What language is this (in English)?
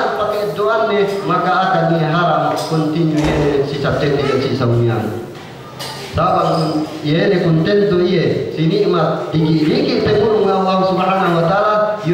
Yakan